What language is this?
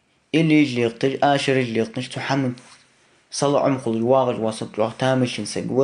Ingush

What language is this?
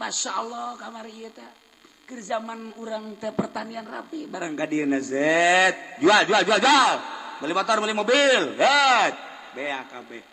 Sundanese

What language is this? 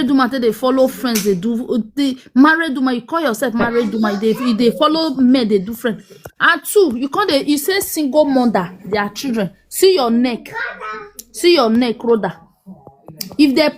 Nigerian Pidgin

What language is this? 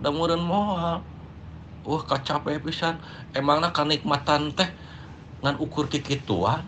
Sundanese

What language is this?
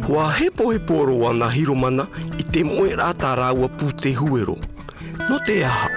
Tahitian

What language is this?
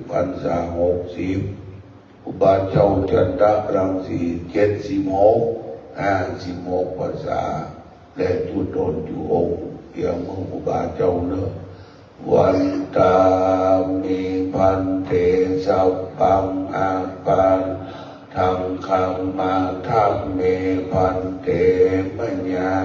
Pali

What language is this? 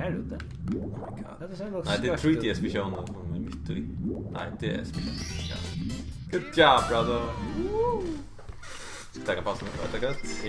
Faroese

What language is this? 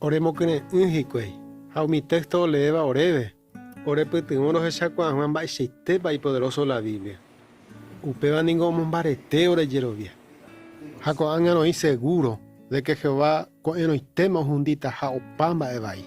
Guarani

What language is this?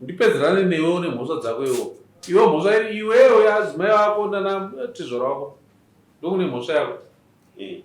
Shona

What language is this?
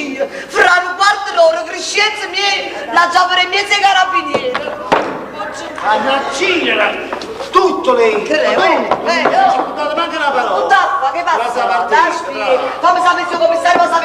Neapolitan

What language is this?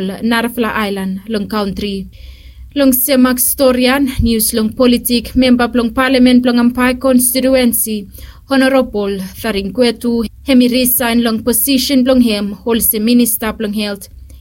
Bislama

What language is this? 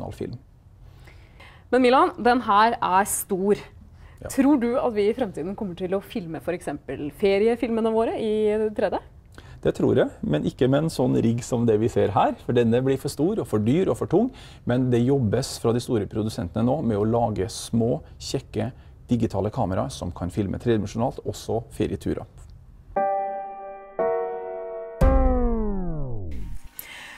Norwegian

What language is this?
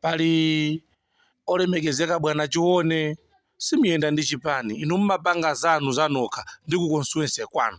Nyanja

